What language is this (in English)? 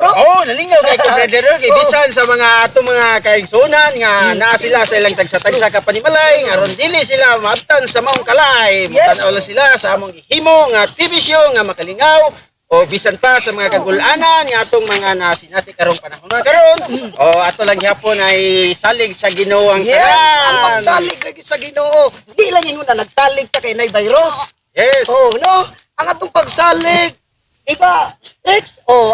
Cebuano